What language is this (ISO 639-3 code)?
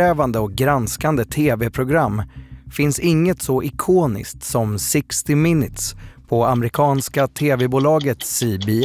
swe